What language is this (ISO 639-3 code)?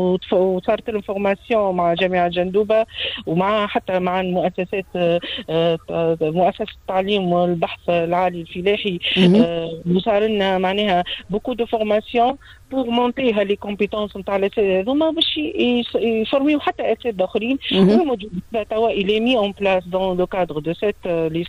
aeb